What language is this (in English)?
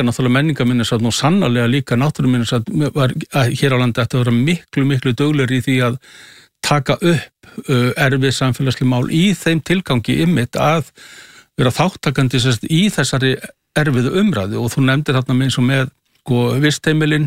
Icelandic